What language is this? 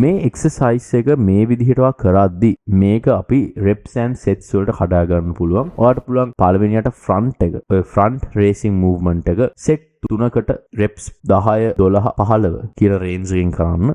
Sinhala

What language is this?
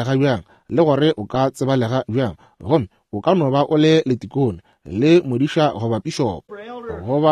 Northern Sotho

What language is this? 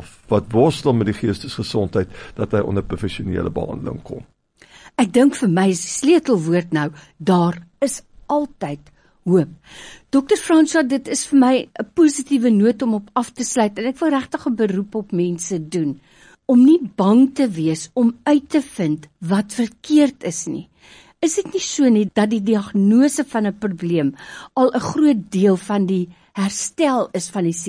Afrikaans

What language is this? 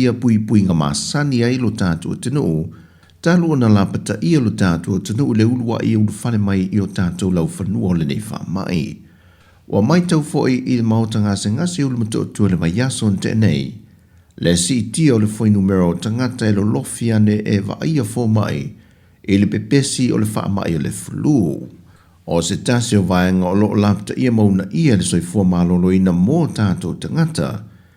Samoan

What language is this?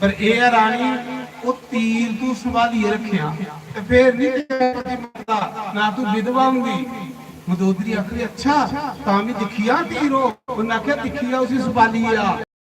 Dogri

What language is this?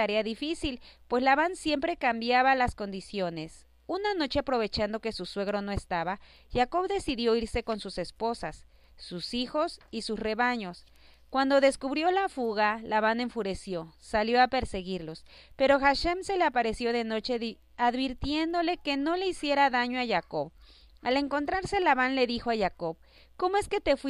Spanish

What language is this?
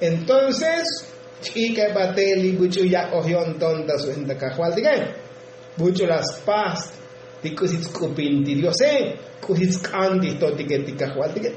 Tzotzil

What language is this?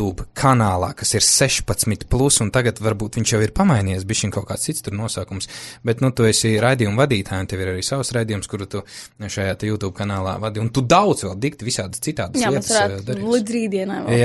Latvian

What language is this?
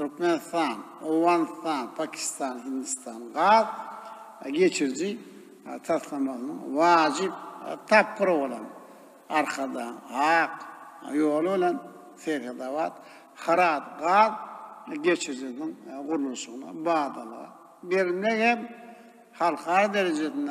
Turkmen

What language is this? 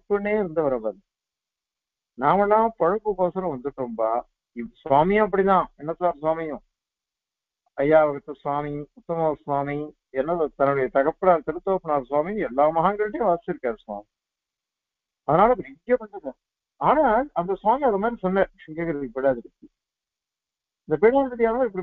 Tamil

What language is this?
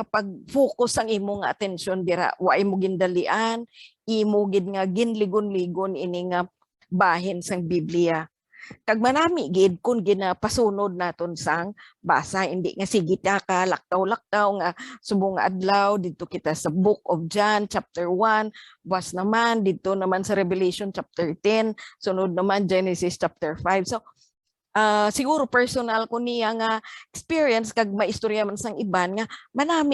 Hiligaynon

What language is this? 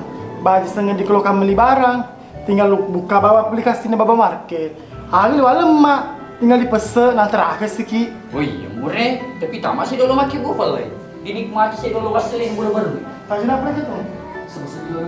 Buginese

